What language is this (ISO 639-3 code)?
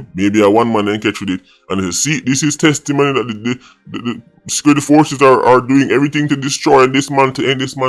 jam